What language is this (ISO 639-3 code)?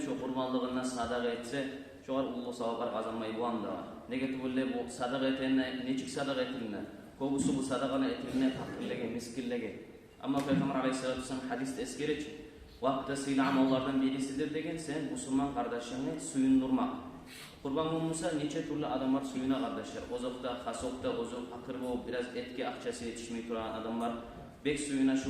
kum